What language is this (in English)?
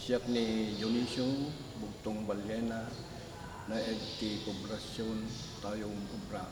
Iloko